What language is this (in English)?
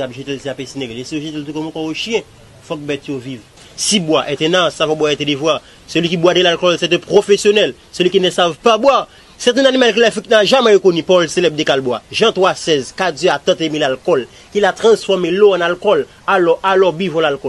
Haitian Creole